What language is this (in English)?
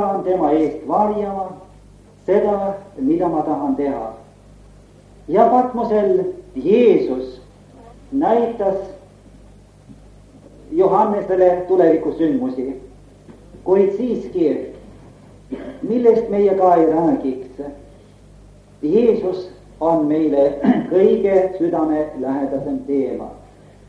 Estonian